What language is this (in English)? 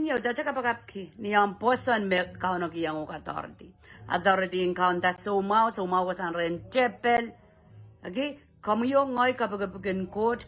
Pohnpeian